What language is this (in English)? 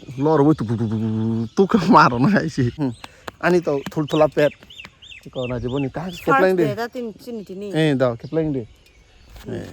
Kok Borok